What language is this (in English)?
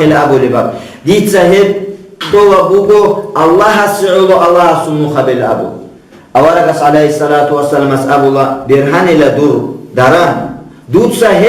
Avaric